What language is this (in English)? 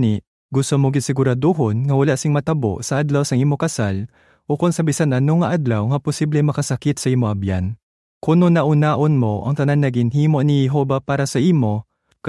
Hiligaynon